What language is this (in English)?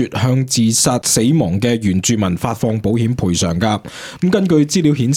Cantonese